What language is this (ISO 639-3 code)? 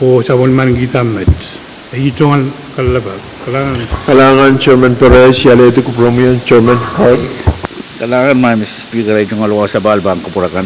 pon